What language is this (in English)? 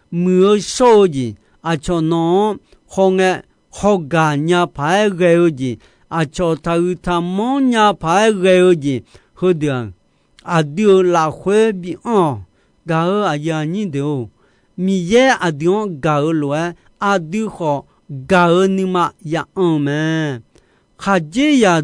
Akha